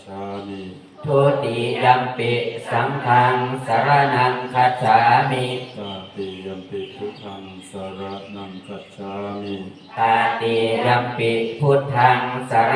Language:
Pali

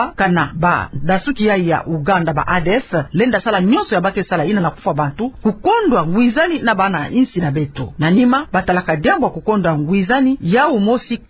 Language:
Kituba (Democratic Republic of Congo)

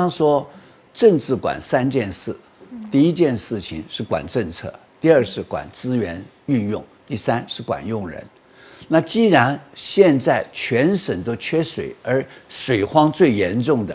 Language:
Chinese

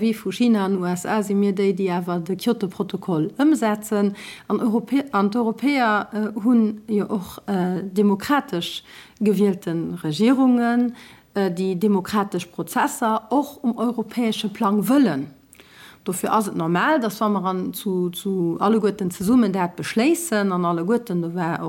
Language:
Luxembourgish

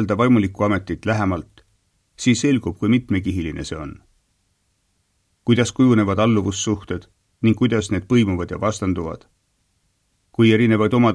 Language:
Estonian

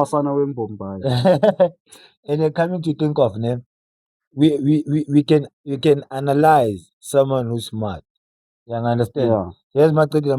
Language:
Zulu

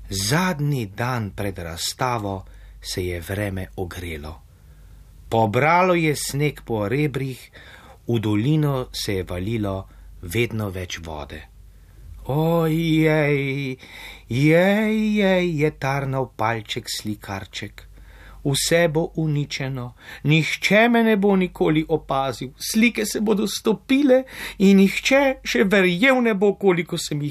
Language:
Slovenian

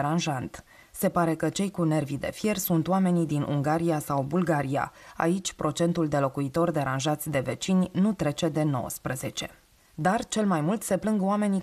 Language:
Romanian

